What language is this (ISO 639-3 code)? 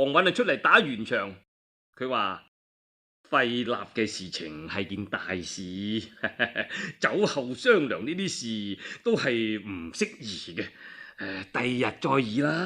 yue